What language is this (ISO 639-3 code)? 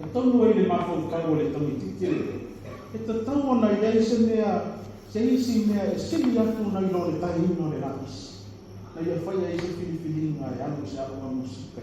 smo